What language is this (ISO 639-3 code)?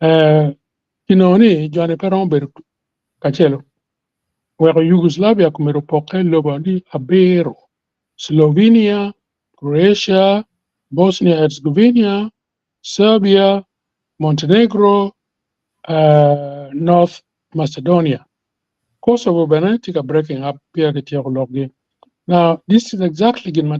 ach